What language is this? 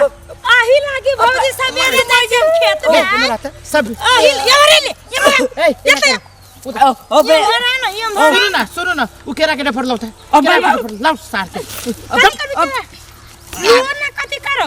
Maithili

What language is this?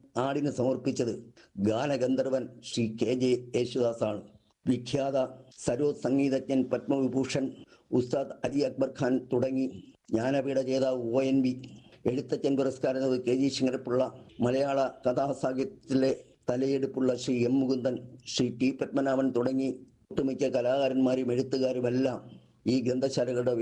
Malayalam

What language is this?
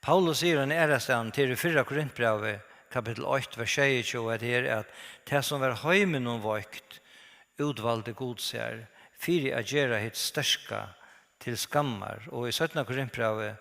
Faroese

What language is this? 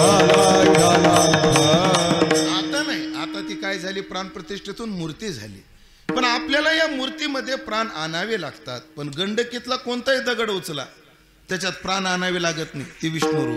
Marathi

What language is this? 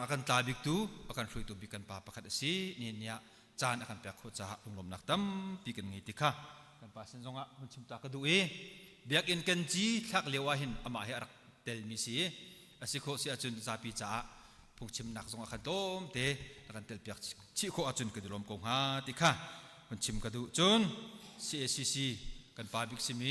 Hakha Chin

